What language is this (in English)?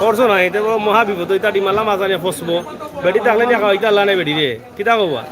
Sylheti